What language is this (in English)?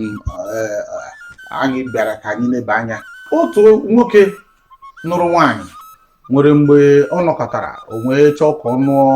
Igbo